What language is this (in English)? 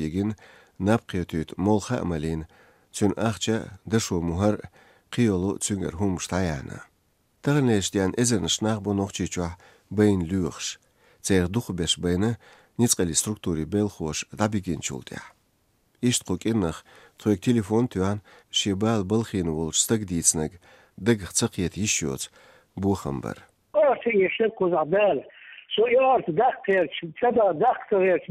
Chechen